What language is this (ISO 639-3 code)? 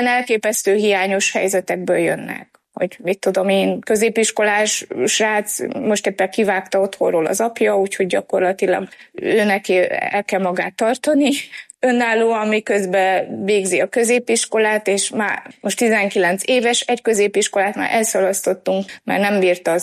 hun